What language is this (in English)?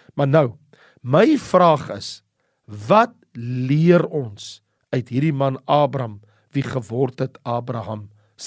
Afrikaans